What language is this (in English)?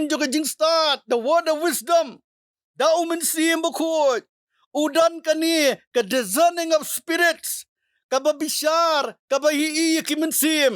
Khasi